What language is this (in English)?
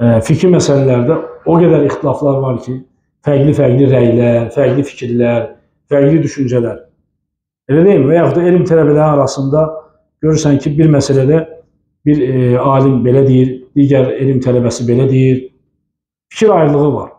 Azerbaijani